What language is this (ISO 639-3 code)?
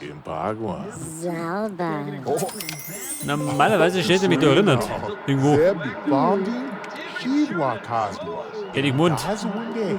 bar